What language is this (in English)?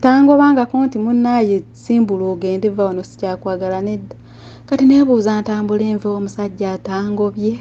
Ganda